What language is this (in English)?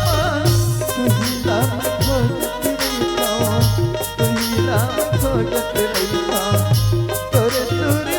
Chhattisgarhi